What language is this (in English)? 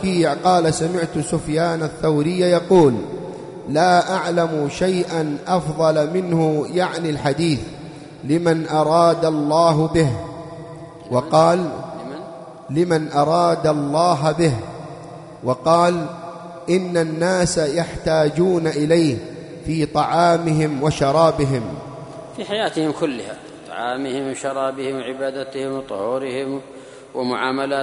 Arabic